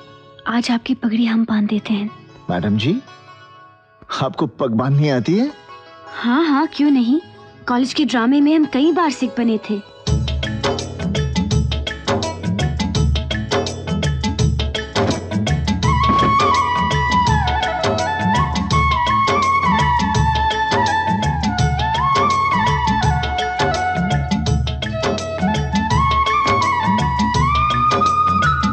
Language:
Hindi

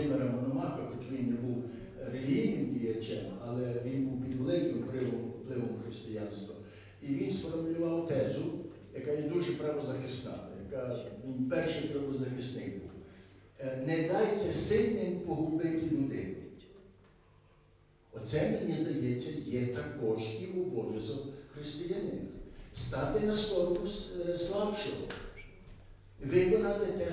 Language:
Ukrainian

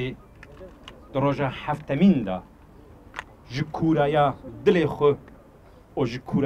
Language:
Turkish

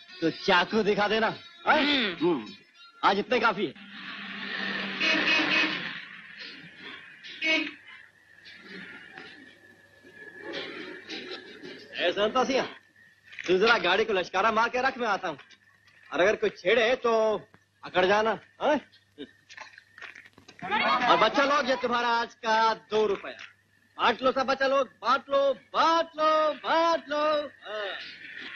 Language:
Hindi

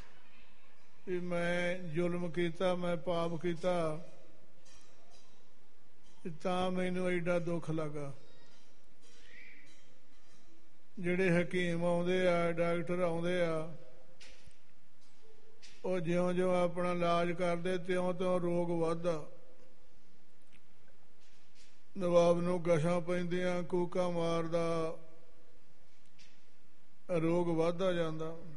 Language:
Punjabi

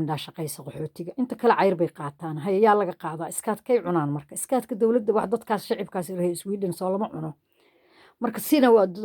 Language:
Somali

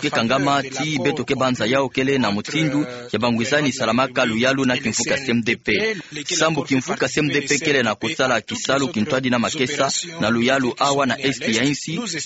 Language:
Kituba (Democratic Republic of Congo)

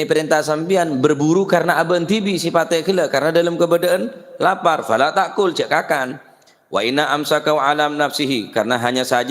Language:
Madurese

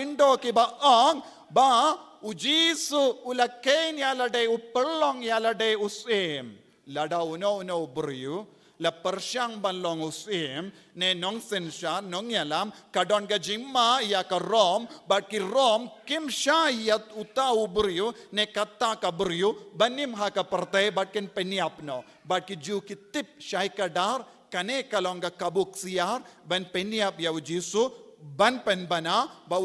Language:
Khasi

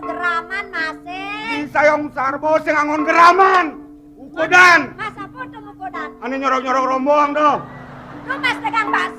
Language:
Balinese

